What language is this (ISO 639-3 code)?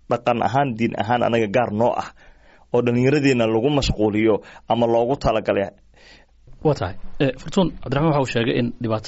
som